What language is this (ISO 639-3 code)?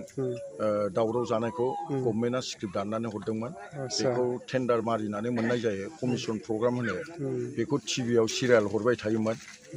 brx